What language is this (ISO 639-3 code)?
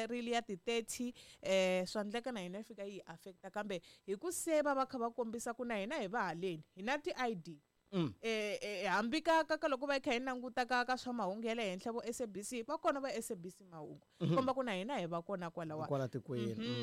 tso